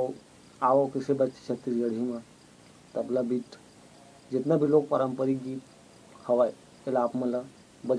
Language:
Chhattisgarhi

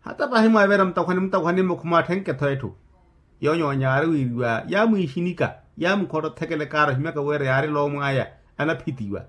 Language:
Makhuwa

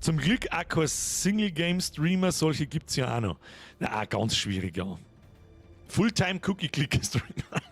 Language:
Bavarian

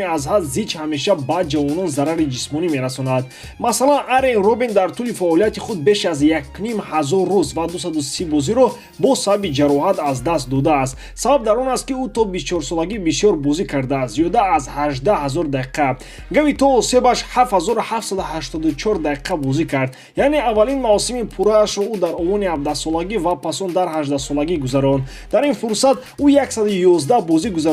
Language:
Tajik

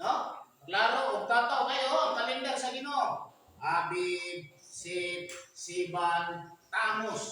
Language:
Cebuano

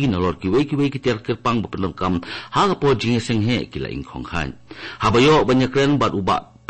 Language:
Khasi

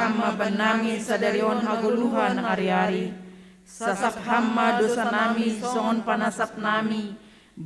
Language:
Batak Simalungun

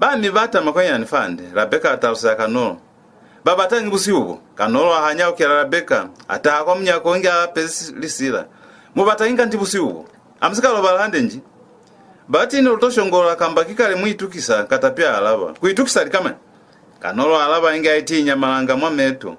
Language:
Lozi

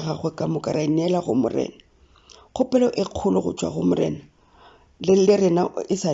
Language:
Northern Sotho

